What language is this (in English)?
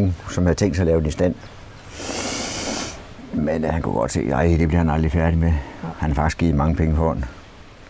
Danish